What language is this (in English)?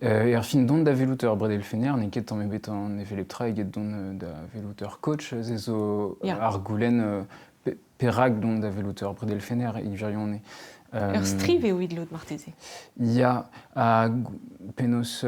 Breton